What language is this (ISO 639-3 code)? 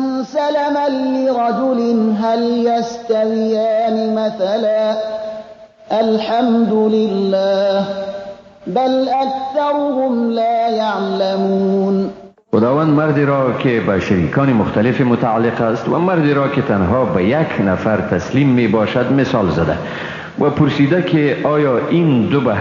fas